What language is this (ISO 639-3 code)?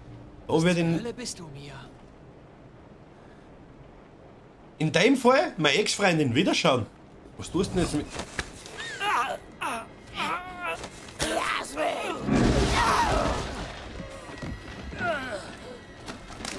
deu